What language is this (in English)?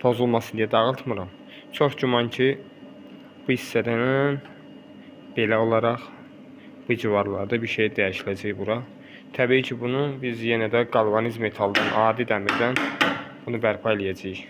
Azerbaijani